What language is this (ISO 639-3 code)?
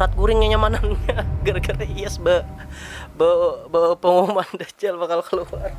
bjn